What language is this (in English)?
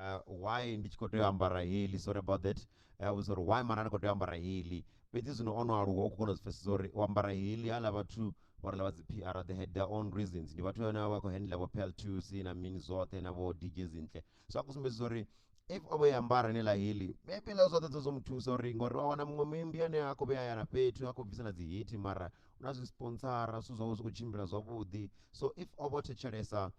Venda